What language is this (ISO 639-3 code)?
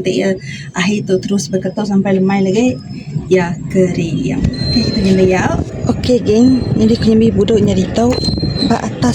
iba